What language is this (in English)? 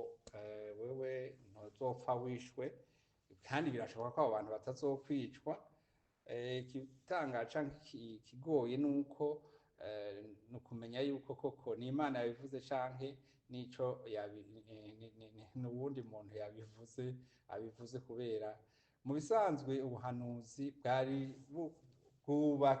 Rundi